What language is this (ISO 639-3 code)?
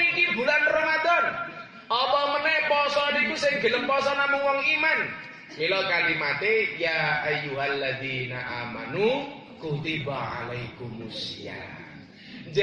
jav